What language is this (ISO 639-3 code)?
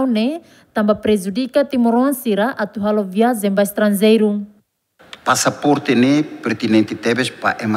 tet